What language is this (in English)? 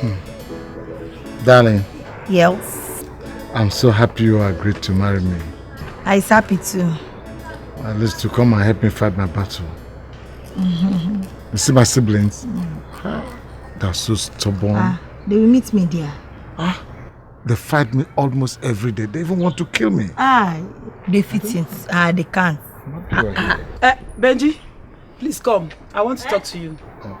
Nigerian Pidgin